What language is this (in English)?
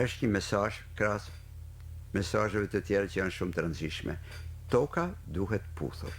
Albanian